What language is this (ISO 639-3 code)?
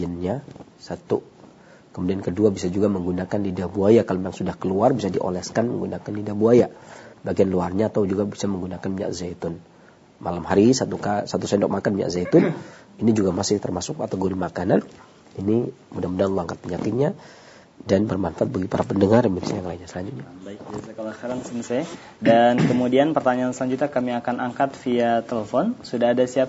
ind